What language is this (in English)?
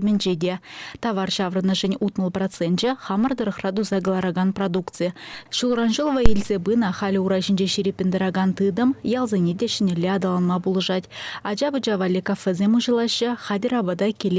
Chuvash